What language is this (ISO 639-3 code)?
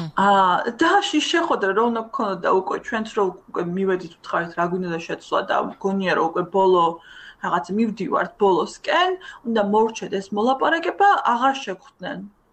kat